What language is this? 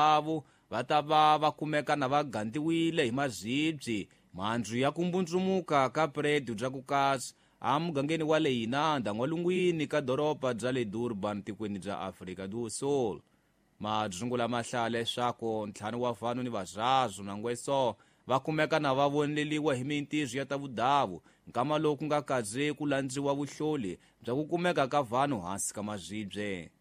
Tsonga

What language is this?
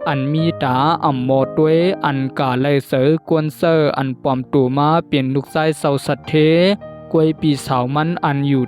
Shan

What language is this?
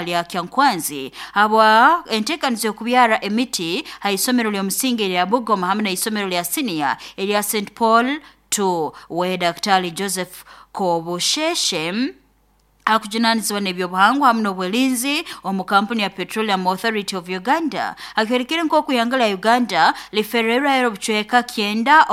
Nyoro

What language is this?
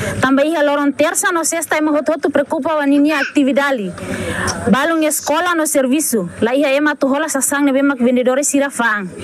Tetum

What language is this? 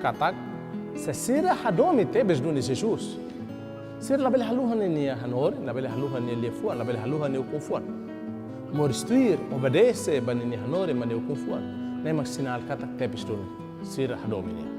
Tetum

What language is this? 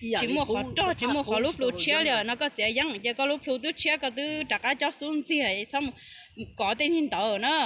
Hmong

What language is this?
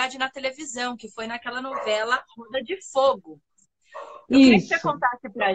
Portuguese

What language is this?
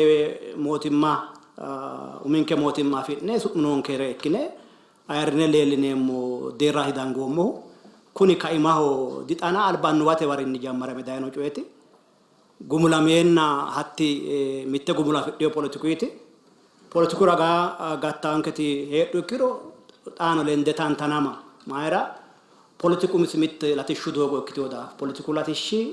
Sidamo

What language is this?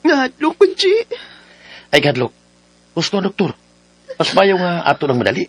Cebuano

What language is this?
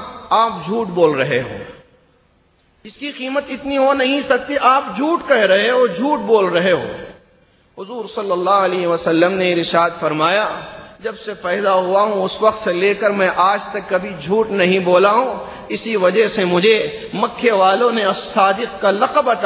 Urdu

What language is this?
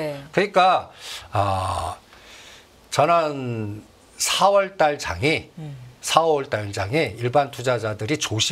Korean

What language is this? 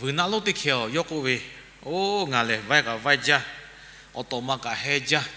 Lahu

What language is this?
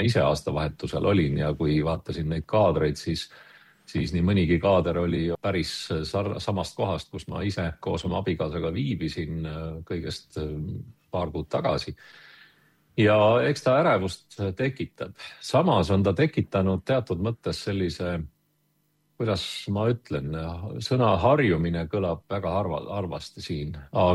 Estonian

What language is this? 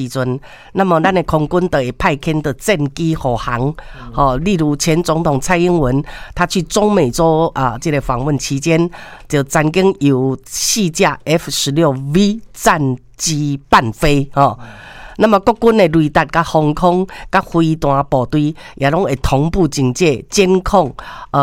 Min Nan Chinese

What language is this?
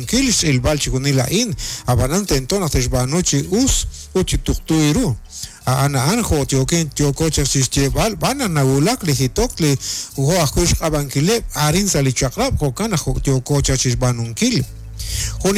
Kekchí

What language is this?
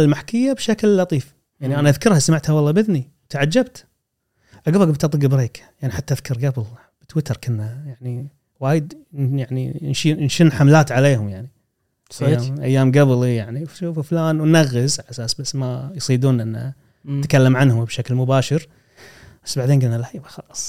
Gulf Arabic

